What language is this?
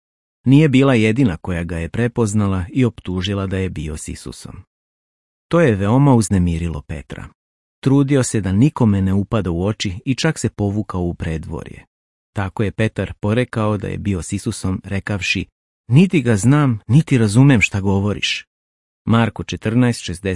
Serbian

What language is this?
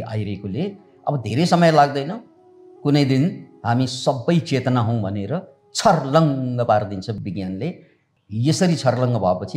Nepali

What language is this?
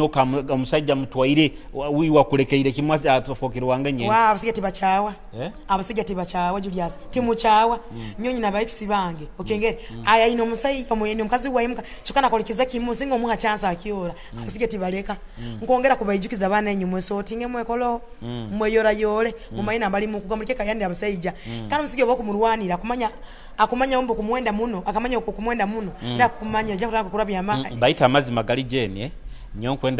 Nyoro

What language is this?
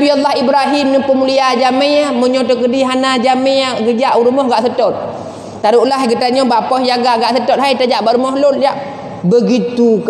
Achinese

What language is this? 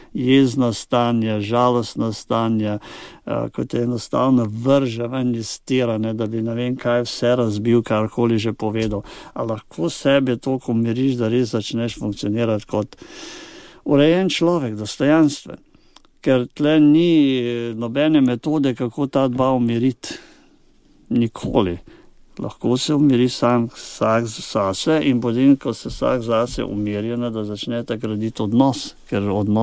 Slovenian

